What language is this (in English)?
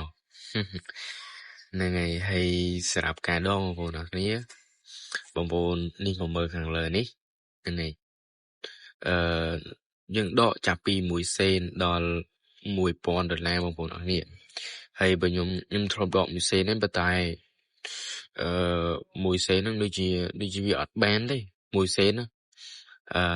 Khmer